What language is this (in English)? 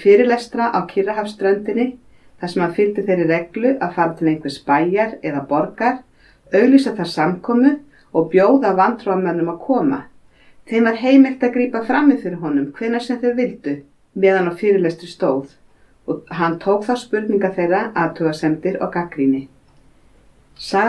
Icelandic